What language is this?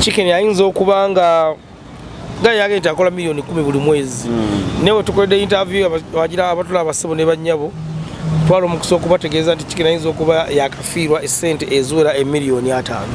Ganda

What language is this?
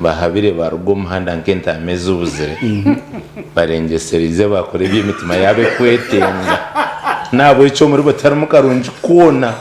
Nyankole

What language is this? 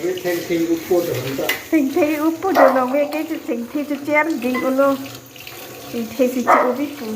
Karbi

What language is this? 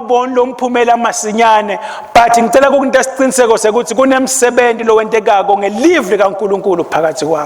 Swati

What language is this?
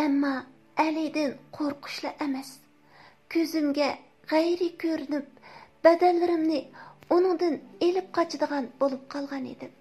Uyghur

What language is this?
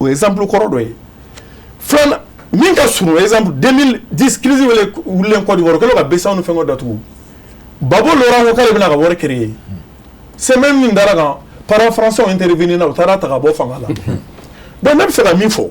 Bambara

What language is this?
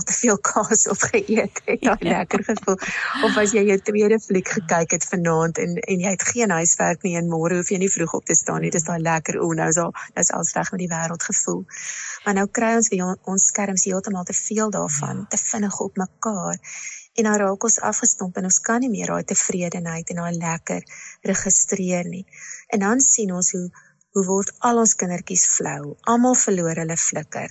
Afrikaans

